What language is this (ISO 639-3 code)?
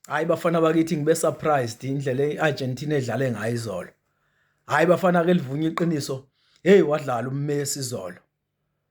zul